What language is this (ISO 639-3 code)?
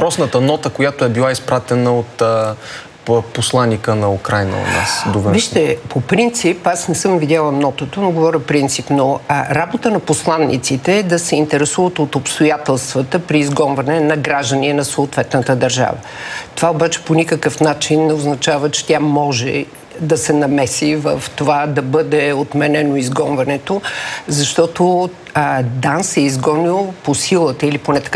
bul